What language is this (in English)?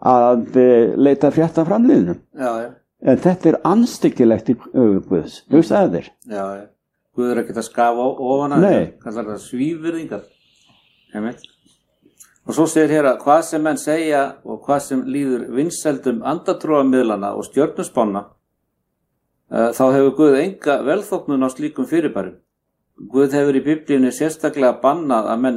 Icelandic